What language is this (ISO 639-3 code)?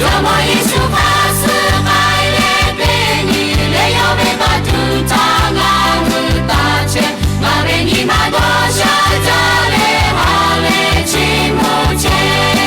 lhu